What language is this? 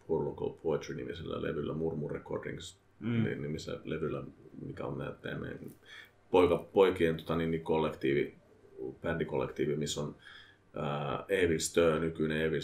Finnish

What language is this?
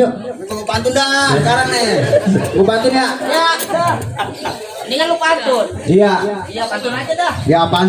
Betawi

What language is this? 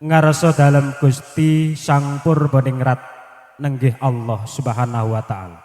Javanese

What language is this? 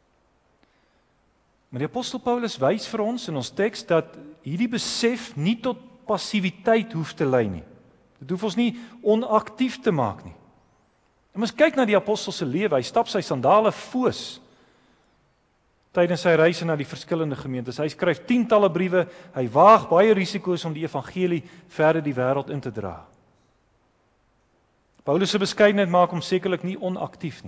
Afrikaans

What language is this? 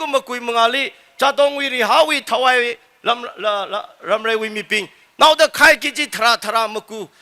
Tangkhul Naga (India)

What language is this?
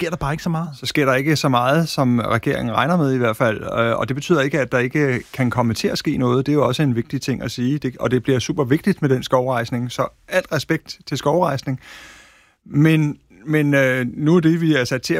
Danish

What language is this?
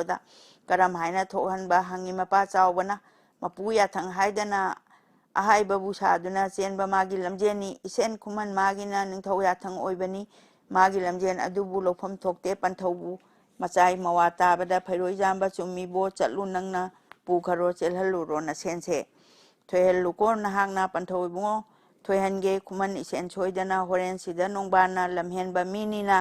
Manipuri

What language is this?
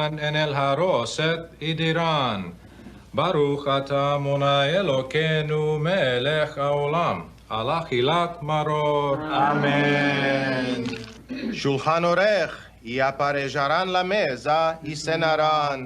Ladino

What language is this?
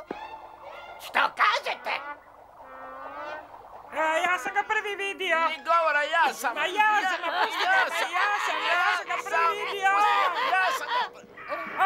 Croatian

